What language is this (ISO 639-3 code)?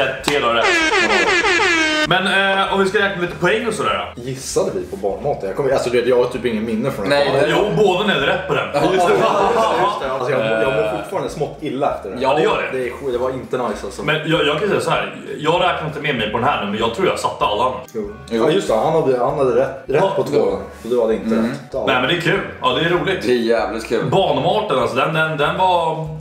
swe